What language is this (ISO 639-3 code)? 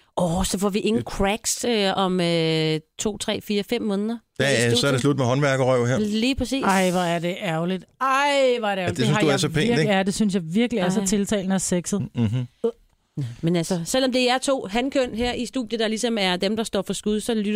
dan